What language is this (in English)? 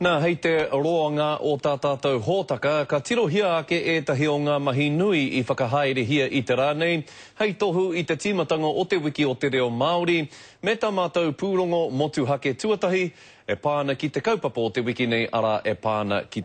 Māori